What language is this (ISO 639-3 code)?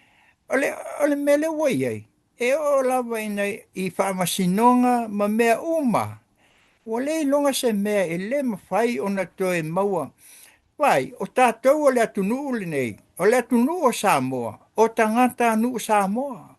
smo